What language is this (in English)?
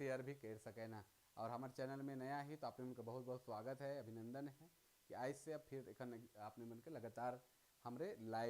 Sadri